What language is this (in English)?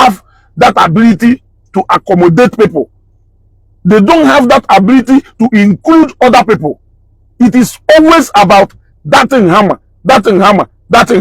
Igbo